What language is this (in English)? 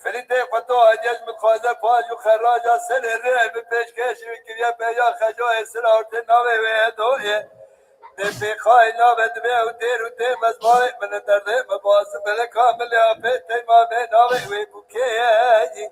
Kurdish